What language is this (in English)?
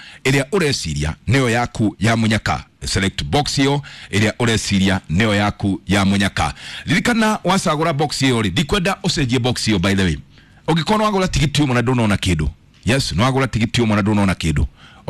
Kikuyu